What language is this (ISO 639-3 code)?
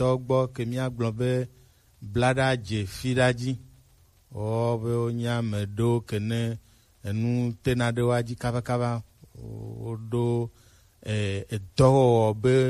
gej